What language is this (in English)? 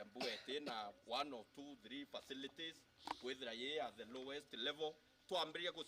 Meru